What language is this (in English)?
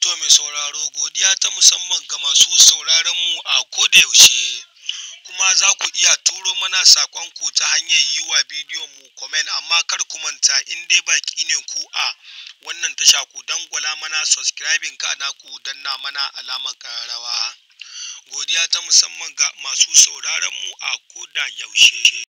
Hausa